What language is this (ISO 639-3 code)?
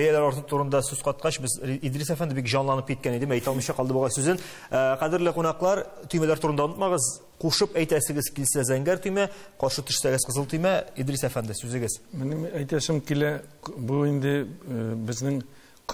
tat